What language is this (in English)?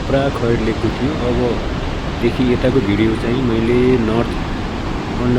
Nepali